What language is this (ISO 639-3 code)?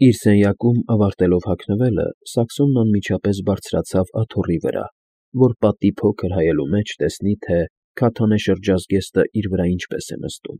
hye